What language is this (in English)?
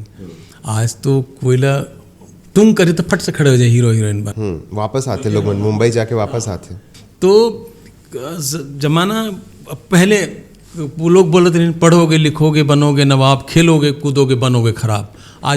Chhattisgarhi